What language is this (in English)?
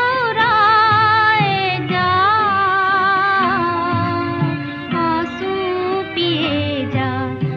Hindi